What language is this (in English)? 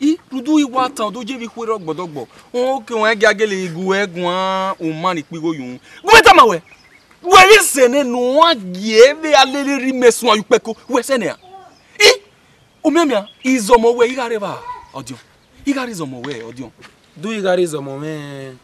Bini